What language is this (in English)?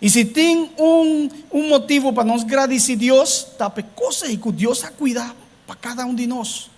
Papiamento